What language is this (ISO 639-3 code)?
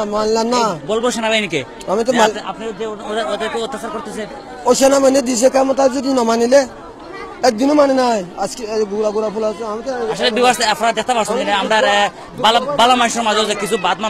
syl